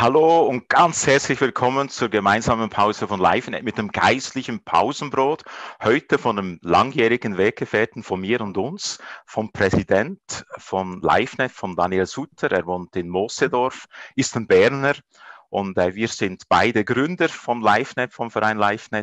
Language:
Swiss German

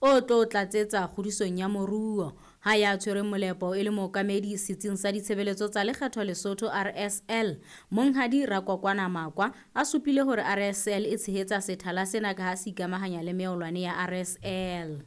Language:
Southern Sotho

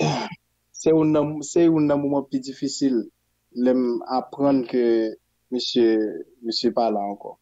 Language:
Haitian Creole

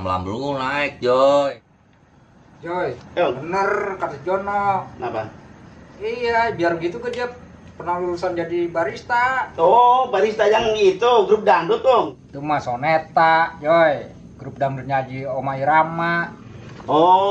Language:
Betawi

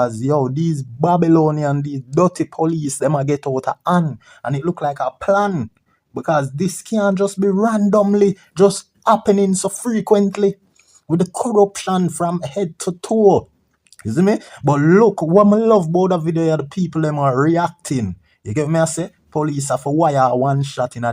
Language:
Jamaican Creole English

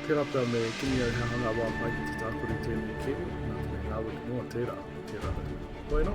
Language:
Māori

